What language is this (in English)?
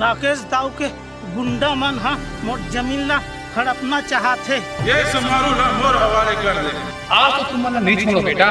Chhattisgarhi